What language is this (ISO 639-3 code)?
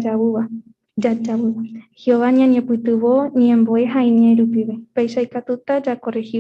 grn